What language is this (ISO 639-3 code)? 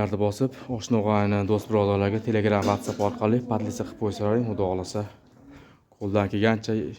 uzb